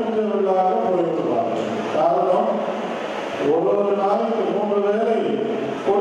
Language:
Tamil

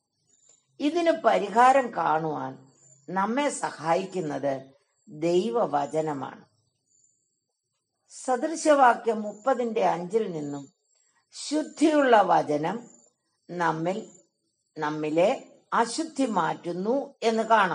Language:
Malayalam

